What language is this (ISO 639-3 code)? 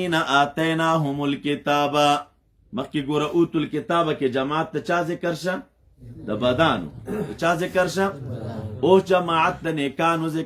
pus